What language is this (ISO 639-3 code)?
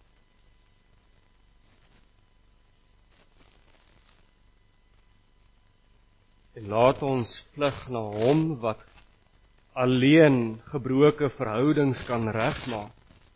afr